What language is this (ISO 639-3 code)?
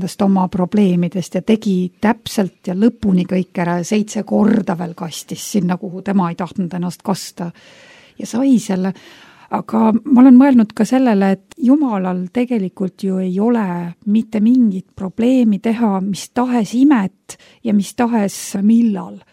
est